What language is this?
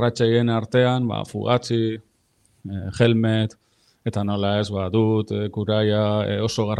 Basque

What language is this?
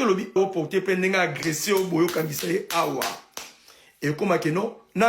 Lingala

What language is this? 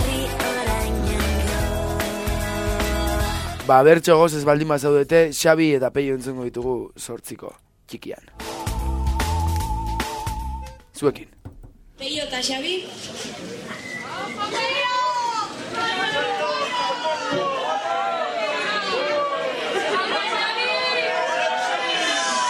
Basque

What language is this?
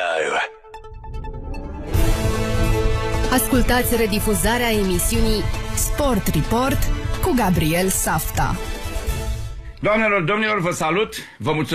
Romanian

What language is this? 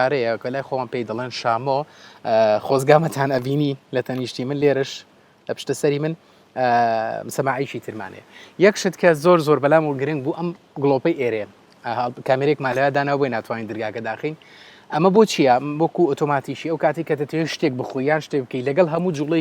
Central Kurdish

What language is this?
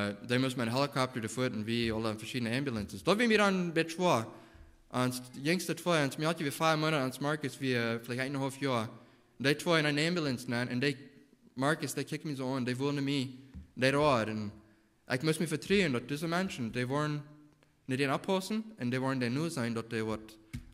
Plautdietsch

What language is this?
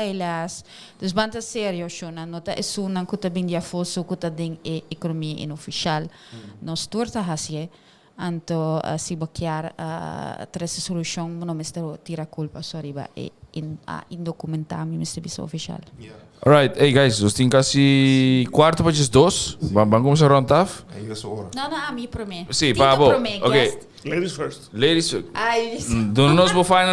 Papiamento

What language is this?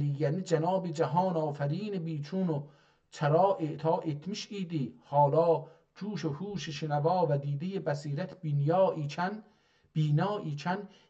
South Azerbaijani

